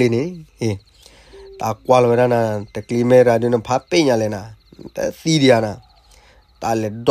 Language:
S'gaw Karen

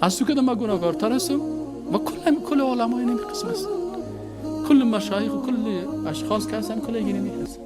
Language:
Persian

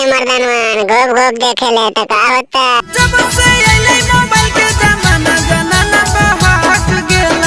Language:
Magahi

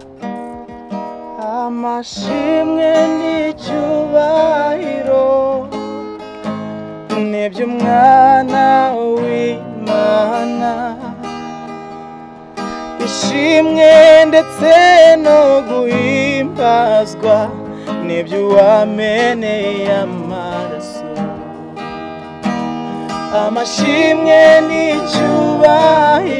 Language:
Kinyarwanda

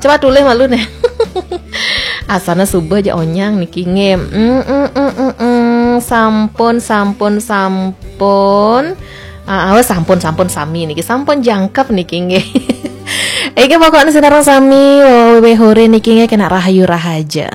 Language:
Balinese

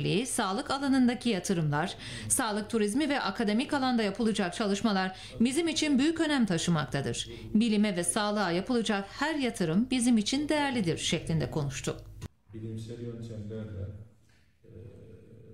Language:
Turkish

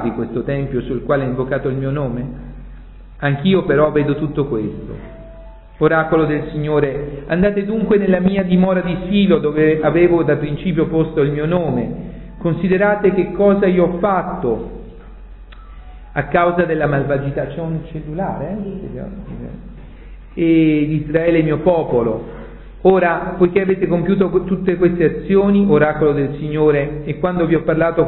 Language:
Italian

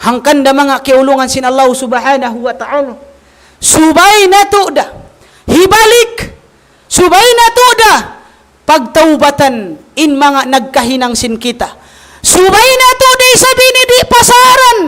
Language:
Tausug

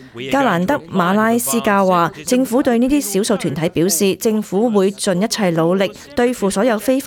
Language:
Cantonese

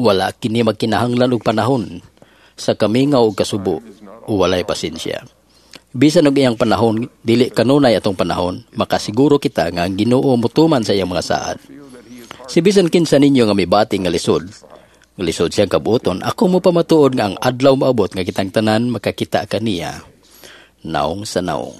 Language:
Cebuano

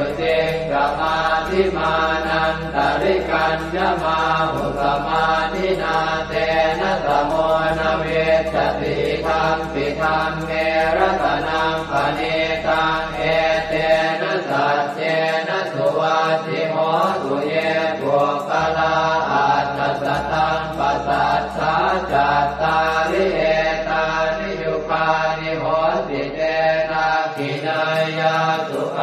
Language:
Pali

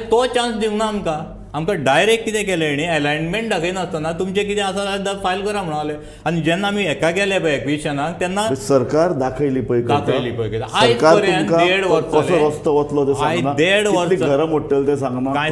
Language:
Konkani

